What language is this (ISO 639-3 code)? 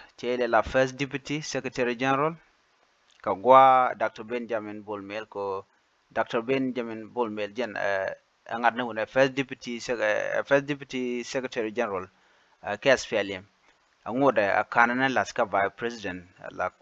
nus